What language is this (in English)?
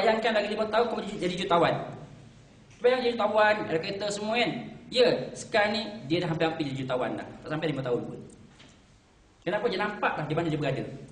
Malay